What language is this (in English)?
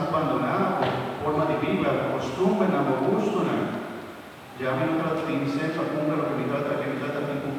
Papiamento